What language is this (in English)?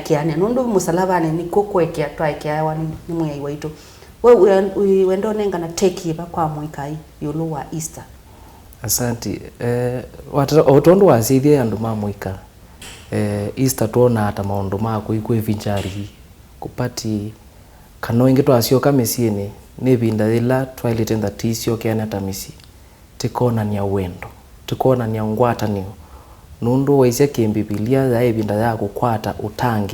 Kamba